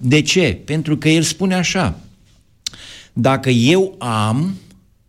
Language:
Romanian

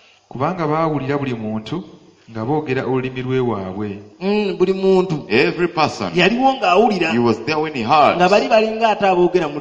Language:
Ganda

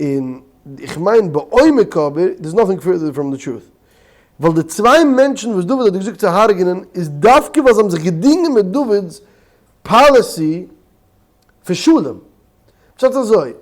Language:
Yiddish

